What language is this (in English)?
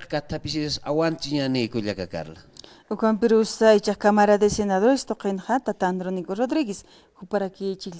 Aymara